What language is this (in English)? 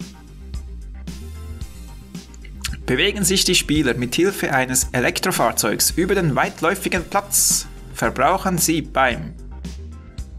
German